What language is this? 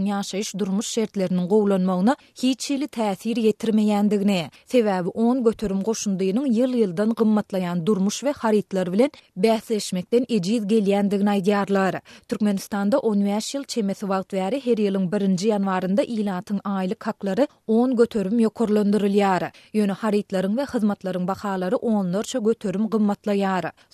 Turkmen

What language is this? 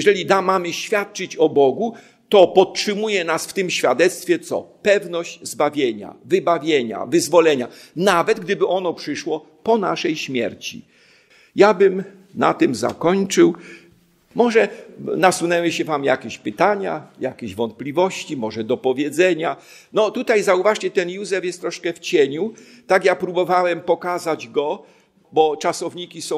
Polish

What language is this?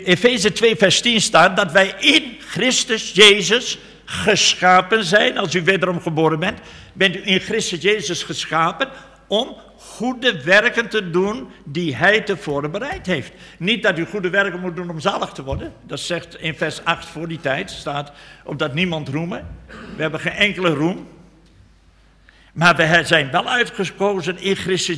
Dutch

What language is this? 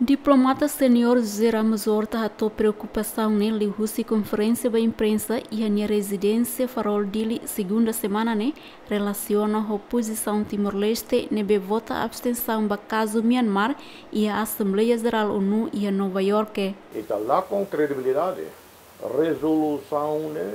Tetum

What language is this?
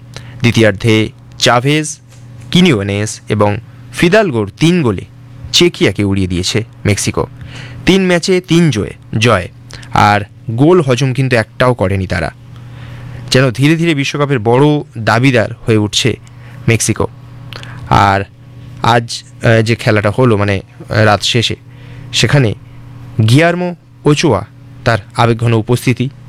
Bangla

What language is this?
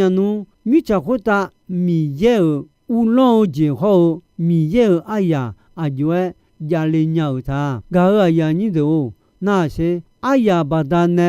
Akha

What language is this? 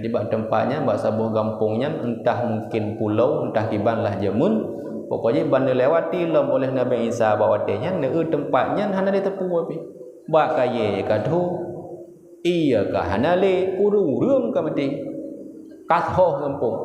Achinese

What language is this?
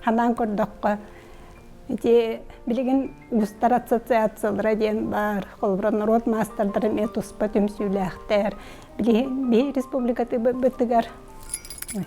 Yakut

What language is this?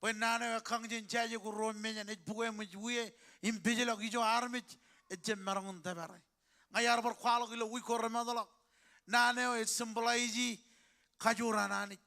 Marshallese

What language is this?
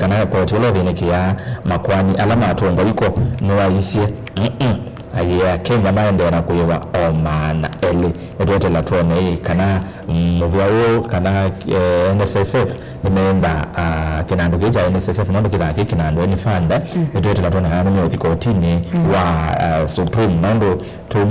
Kamba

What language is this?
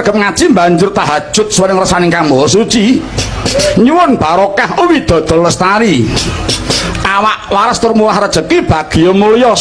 Javanese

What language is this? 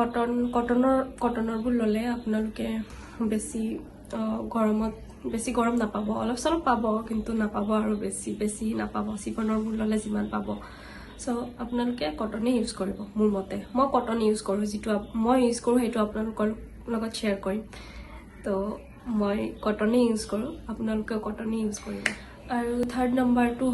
Assamese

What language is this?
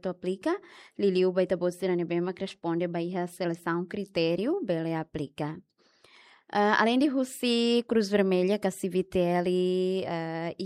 Tetum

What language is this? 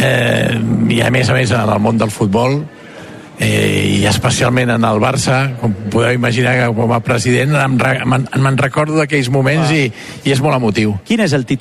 Catalan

